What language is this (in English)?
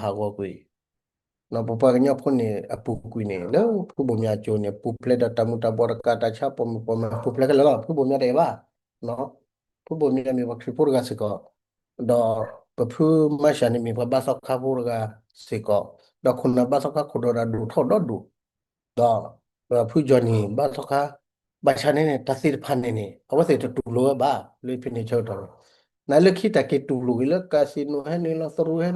S'gaw Karen